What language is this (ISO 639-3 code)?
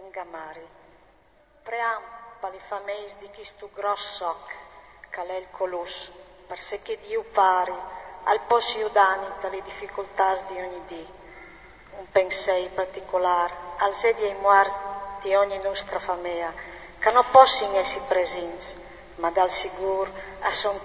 fur